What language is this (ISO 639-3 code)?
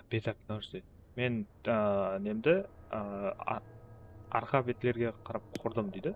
kaa